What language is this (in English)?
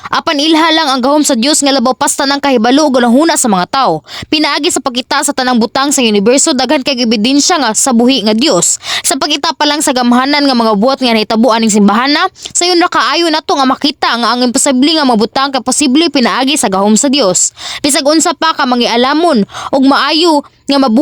Cebuano